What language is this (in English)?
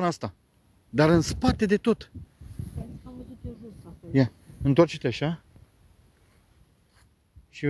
Romanian